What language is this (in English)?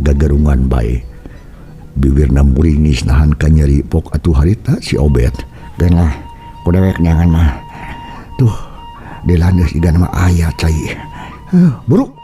Sundanese